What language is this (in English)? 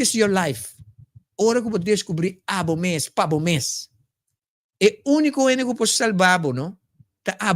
Papiamento